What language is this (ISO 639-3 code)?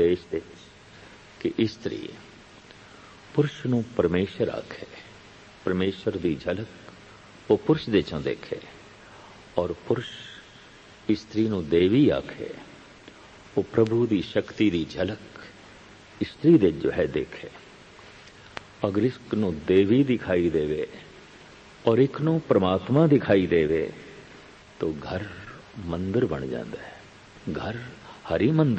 pan